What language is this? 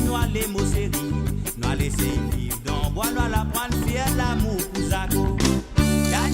Morisyen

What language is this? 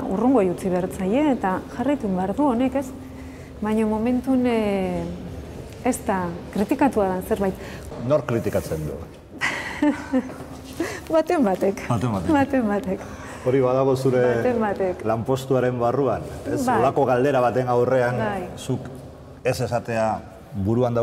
Basque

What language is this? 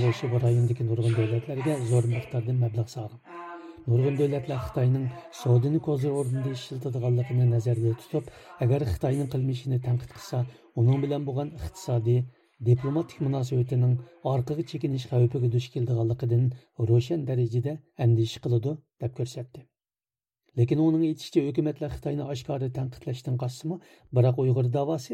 Uyghur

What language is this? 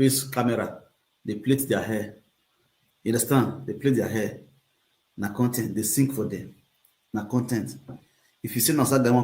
Nigerian Pidgin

